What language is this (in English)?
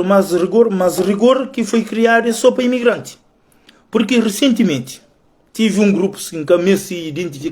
Kabuverdianu